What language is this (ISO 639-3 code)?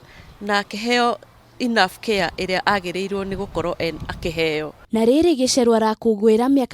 kik